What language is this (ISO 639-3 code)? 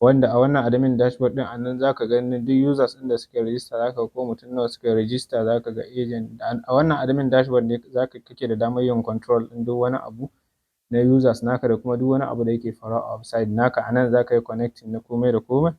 hau